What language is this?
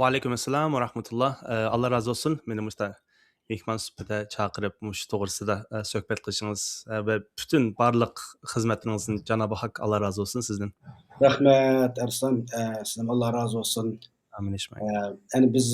Uyghur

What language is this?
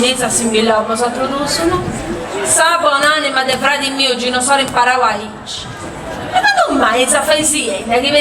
Sardinian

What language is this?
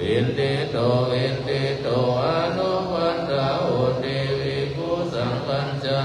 Pali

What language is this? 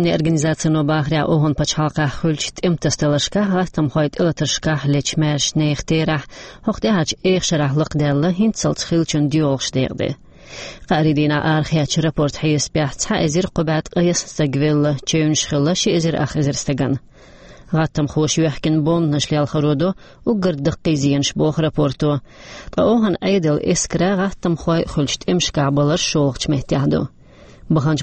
Chechen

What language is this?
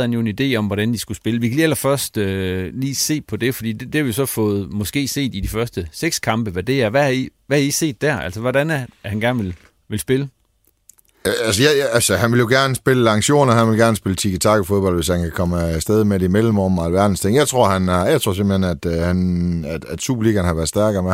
Danish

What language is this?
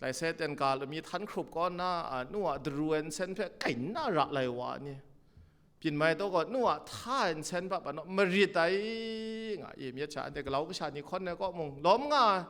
Kachin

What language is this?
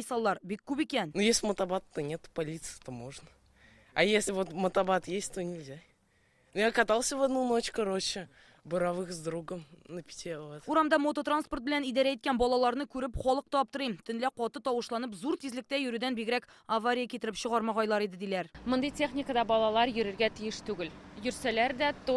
Tatar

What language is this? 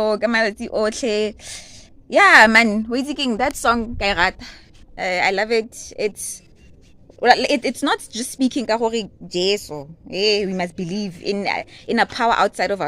Tswana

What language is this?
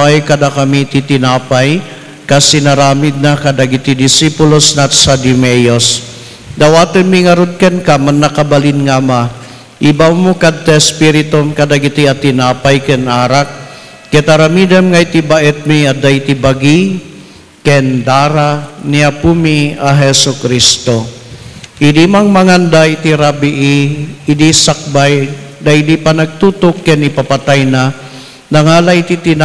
Iloko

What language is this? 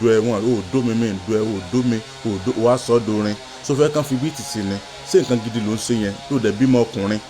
Yoruba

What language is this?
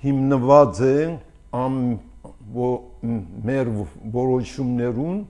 Armenian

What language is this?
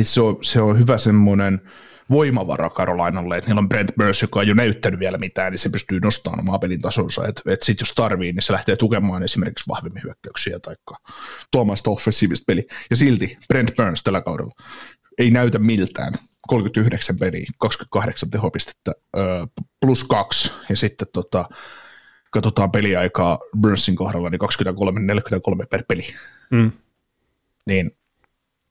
Finnish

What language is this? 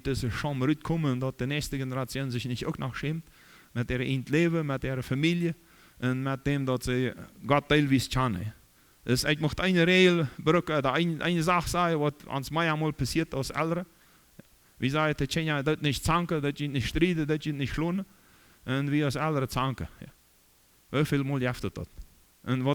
Plautdietsch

